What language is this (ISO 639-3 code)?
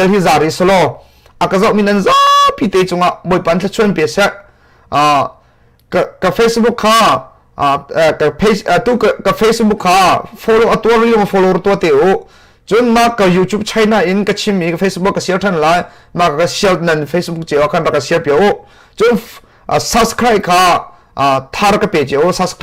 cnh